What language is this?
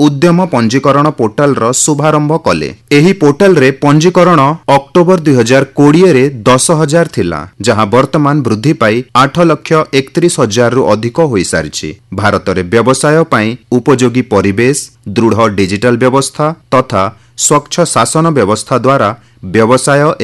Odia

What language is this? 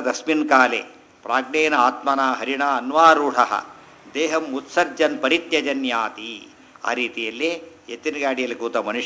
Kannada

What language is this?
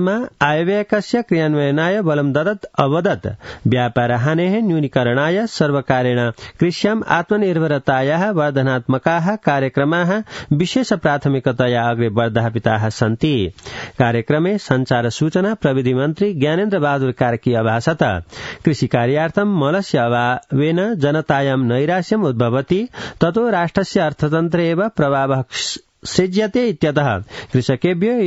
Sanskrit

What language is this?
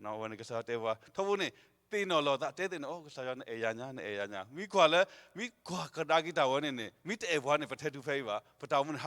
S'gaw Karen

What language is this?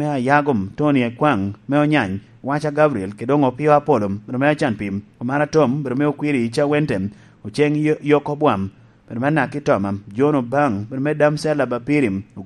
Lango (Uganda)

